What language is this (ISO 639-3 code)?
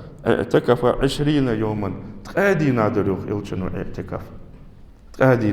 inh